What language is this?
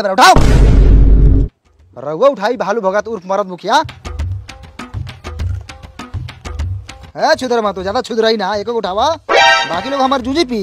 Bhojpuri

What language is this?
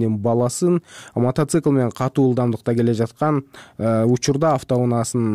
Kyrgyz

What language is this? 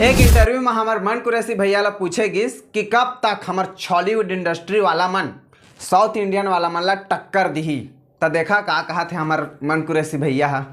Chhattisgarhi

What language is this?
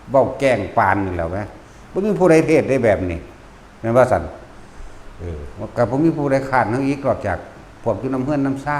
Lao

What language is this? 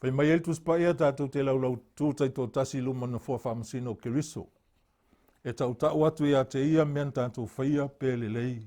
Samoan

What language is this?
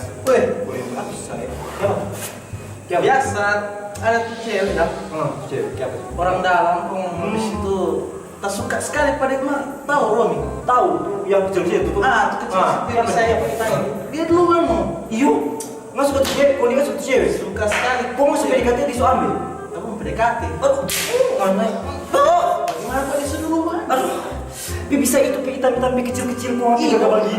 Manado Malay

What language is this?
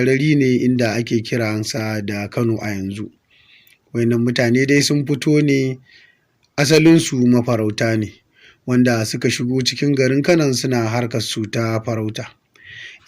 Hausa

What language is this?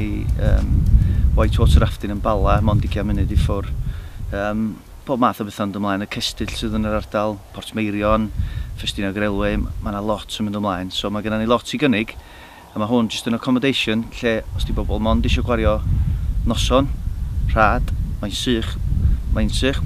Welsh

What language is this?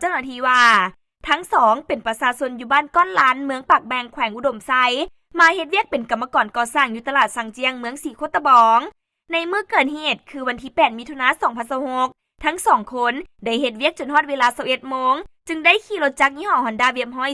Lao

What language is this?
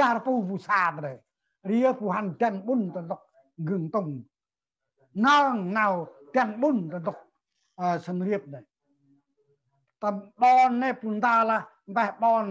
Central Mnong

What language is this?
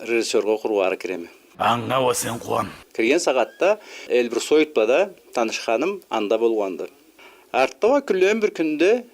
Karachay-Balkar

